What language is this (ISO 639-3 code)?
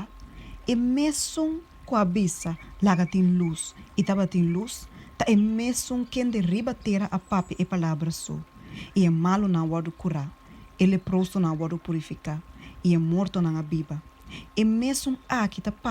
pap